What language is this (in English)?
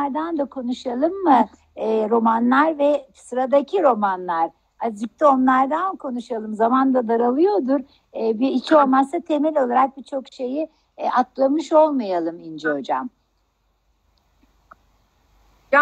Turkish